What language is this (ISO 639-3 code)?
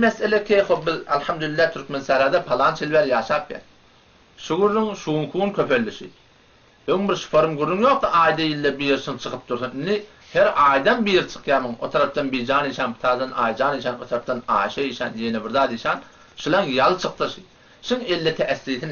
tuk